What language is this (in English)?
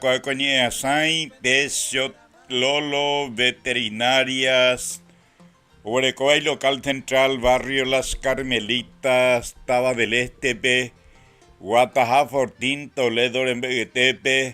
Guarani